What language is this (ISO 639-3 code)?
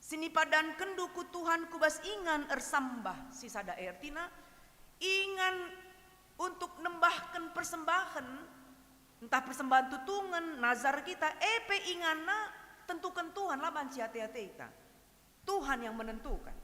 btx